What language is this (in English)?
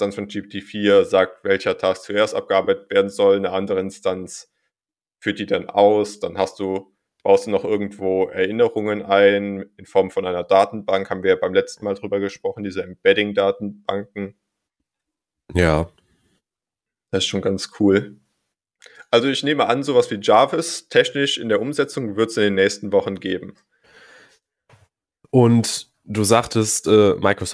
German